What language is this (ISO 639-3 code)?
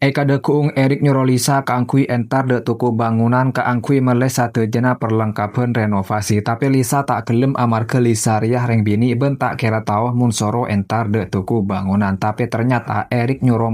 mad